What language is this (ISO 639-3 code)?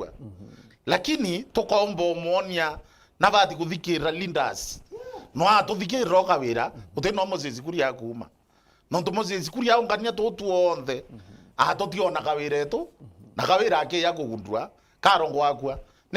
mer